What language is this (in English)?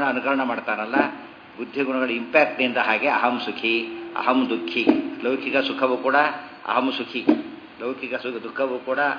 Kannada